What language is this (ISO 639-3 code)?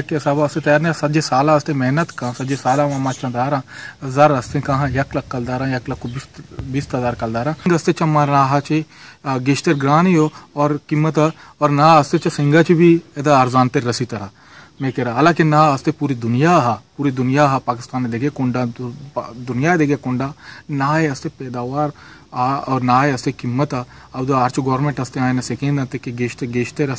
bal